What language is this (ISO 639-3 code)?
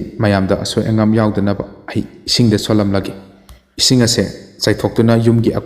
mni